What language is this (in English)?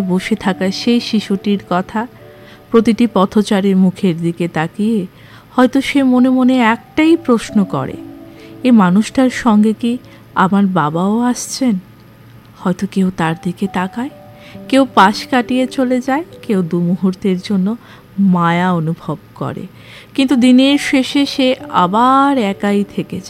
Bangla